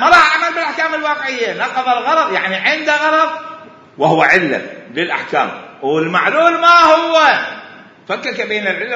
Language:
Mesopotamian Arabic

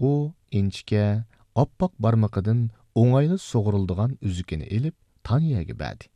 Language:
Uyghur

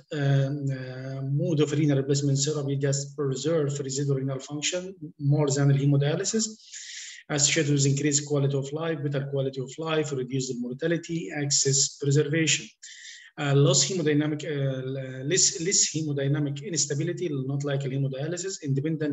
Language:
English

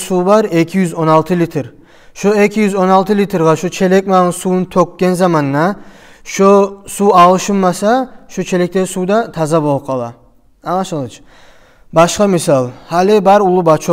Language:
Kumyk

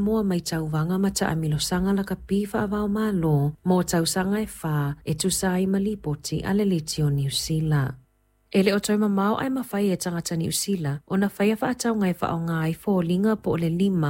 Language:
Samoan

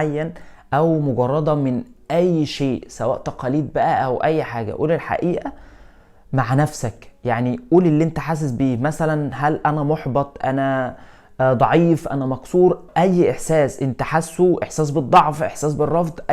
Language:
Egyptian Arabic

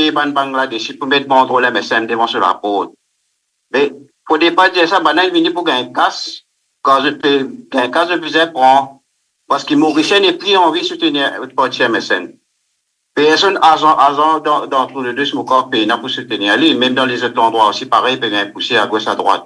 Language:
Morisyen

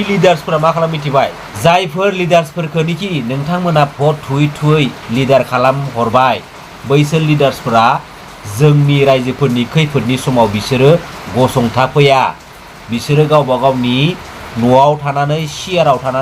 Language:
Bodo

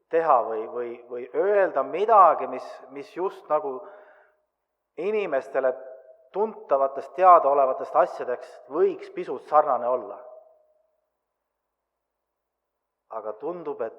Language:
Estonian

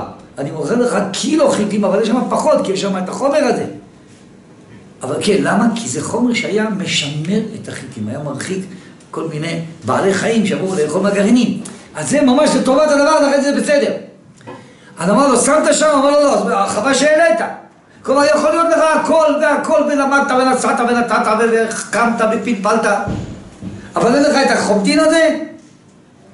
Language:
Hebrew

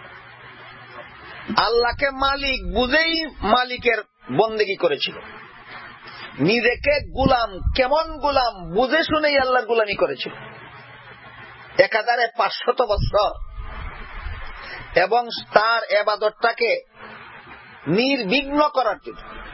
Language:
Bangla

